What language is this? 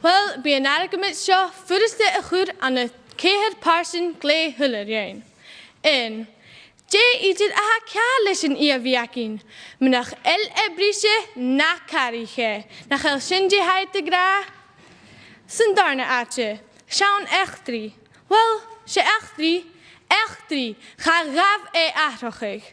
Scottish Gaelic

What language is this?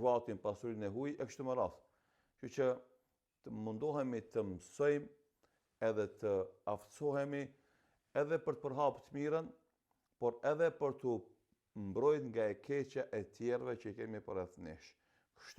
Albanian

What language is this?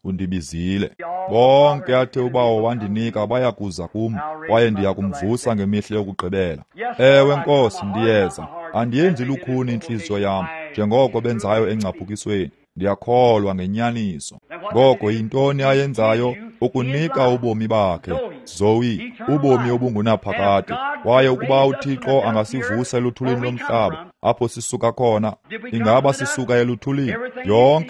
Xhosa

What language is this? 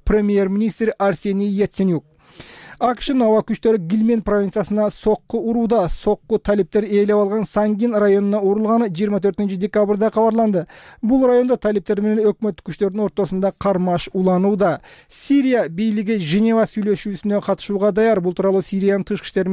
Kyrgyz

